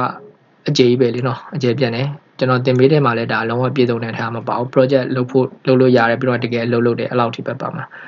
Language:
Burmese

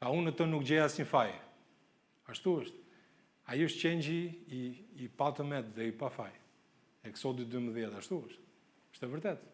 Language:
Albanian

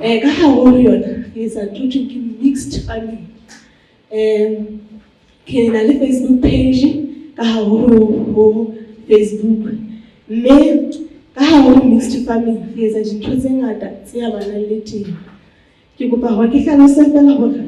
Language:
Southern Sotho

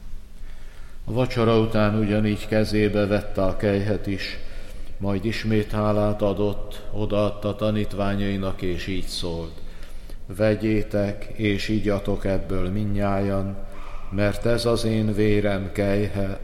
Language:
Hungarian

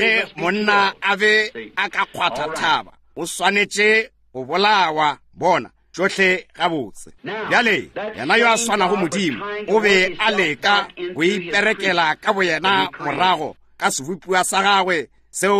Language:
Northern Sotho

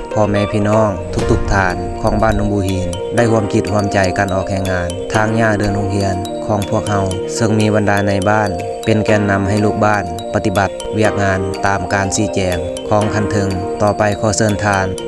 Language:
Lao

